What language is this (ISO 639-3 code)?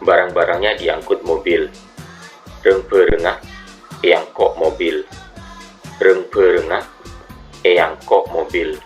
mad